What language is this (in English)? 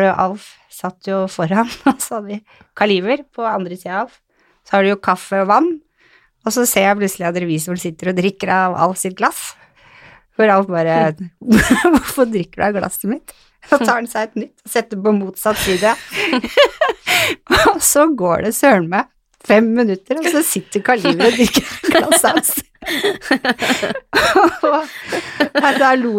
Norwegian